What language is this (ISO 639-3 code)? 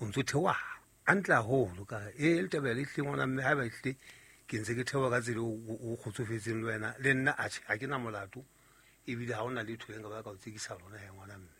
sot